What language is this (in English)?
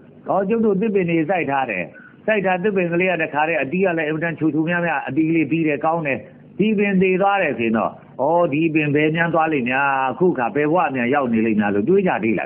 Burmese